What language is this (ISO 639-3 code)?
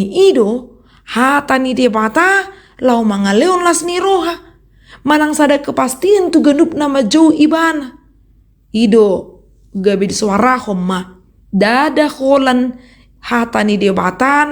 bbc